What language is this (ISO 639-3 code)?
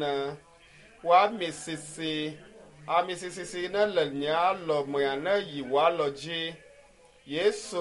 ewe